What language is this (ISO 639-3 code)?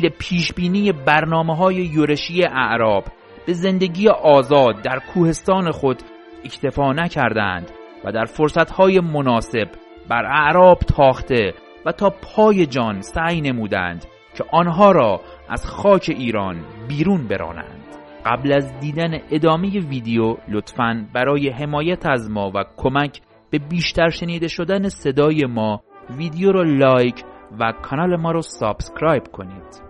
fas